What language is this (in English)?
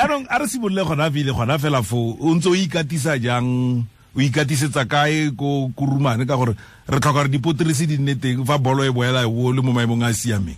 Tswana